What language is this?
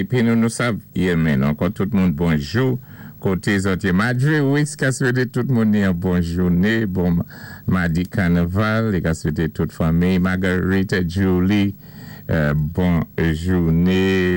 Saint Lucian Creole French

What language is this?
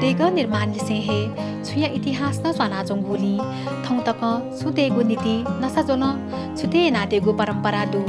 Newari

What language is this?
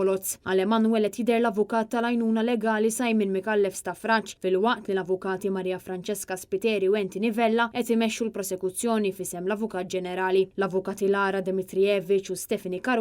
Maltese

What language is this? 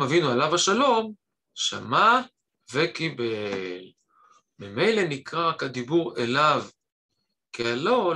Hebrew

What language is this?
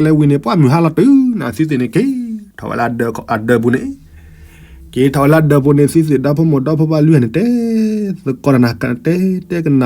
S'gaw Karen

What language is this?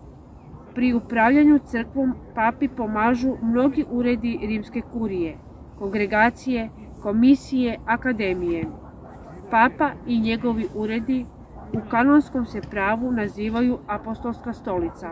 Croatian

